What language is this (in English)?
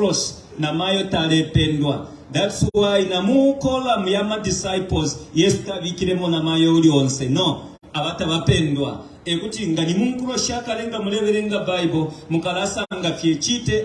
Bemba